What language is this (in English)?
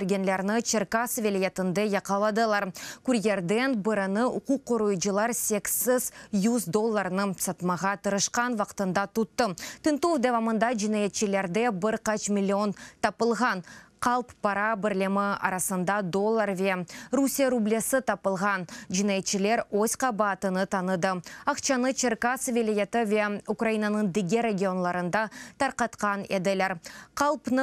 Crimean Tatar